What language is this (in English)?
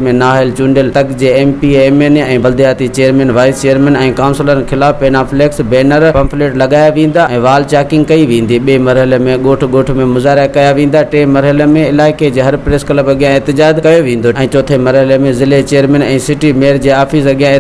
Sindhi